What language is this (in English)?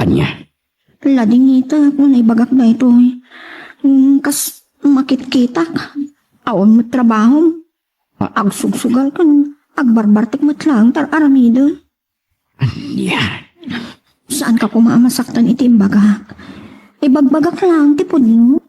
Iloko